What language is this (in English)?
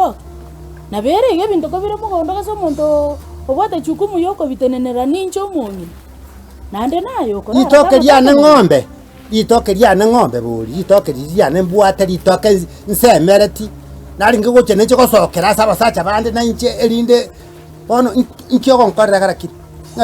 Gusii